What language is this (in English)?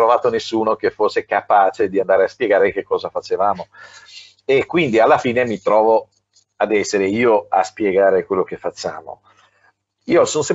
Italian